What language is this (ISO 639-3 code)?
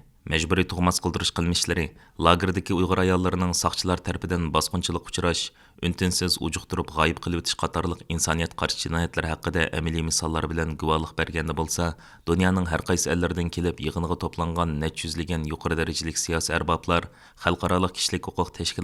uig